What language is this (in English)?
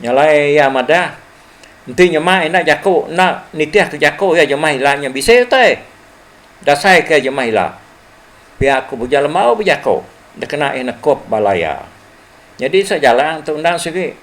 Iban